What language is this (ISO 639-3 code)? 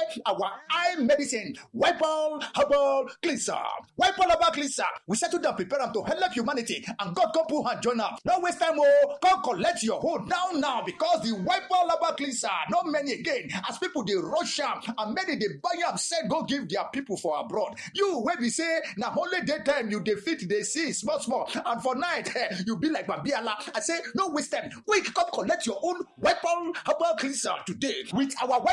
pcm